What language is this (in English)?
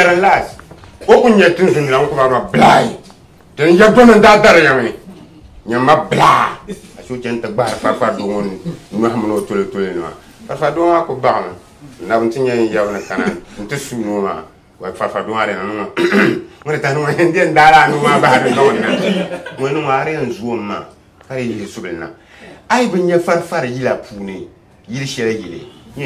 Dagbani